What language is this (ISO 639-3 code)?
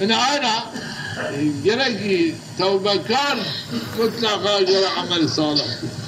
zza